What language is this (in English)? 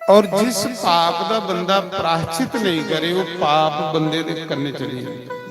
Dogri